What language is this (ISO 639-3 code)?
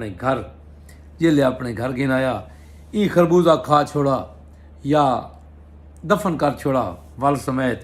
skr